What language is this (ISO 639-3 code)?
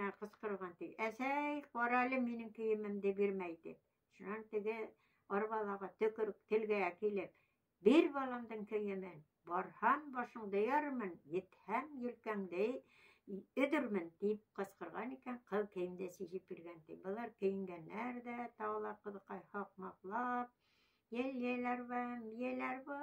bak